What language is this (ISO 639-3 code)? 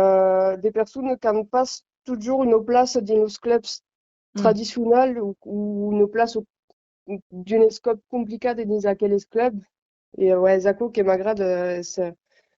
oci